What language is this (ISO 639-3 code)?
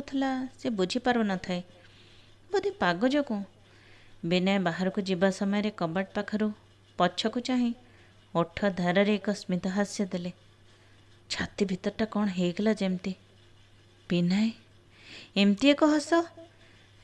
ori